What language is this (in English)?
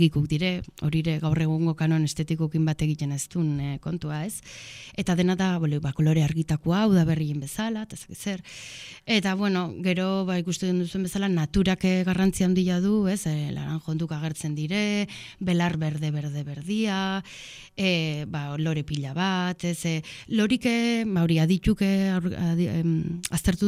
Basque